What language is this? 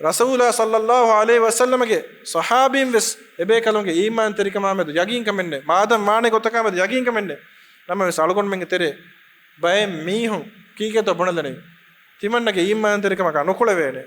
Divehi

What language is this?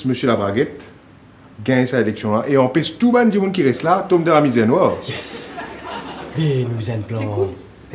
Morisyen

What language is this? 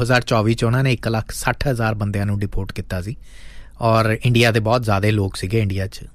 Punjabi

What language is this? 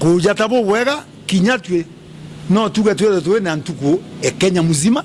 Meru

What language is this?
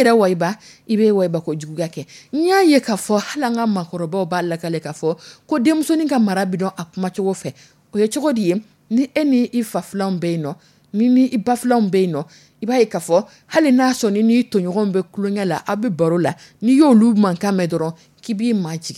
Dyula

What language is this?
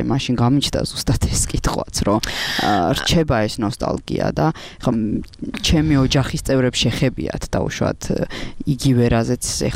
Georgian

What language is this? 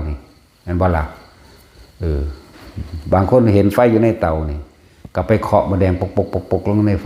Lao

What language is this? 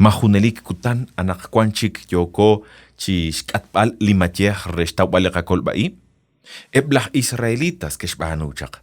Kekchí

